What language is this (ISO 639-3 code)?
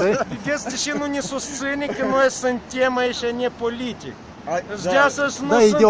ron